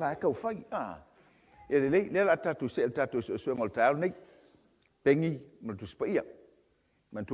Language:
Samoan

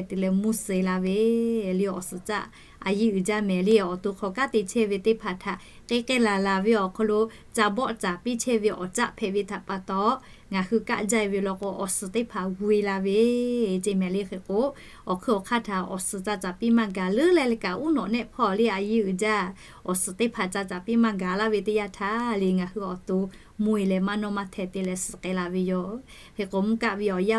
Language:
Lahu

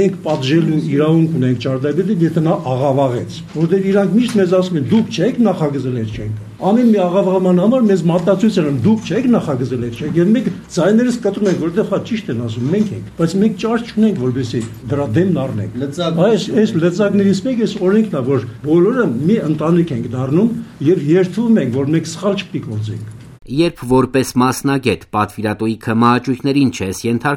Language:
Armenian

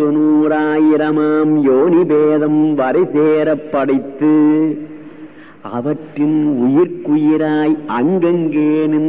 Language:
Tamil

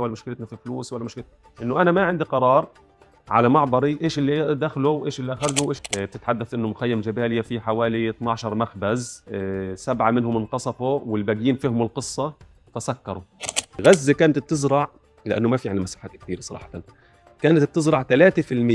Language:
North Levantine Arabic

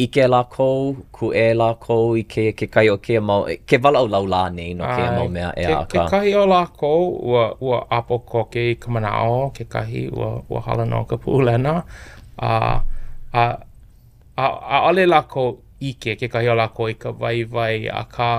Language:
Hawaiian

